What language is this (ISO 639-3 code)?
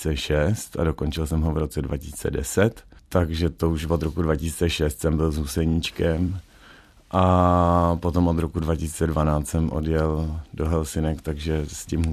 ces